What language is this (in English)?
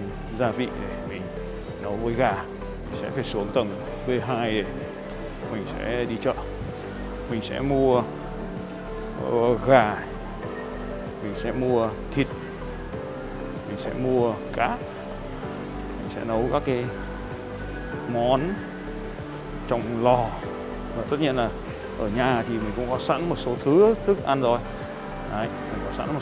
Vietnamese